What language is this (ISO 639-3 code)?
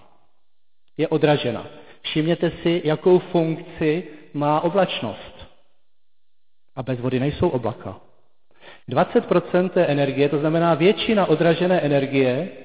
ces